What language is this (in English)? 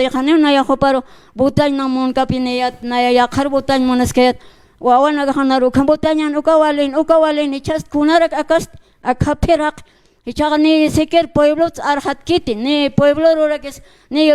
Aymara